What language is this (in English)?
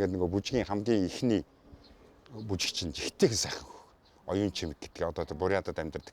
Mongolian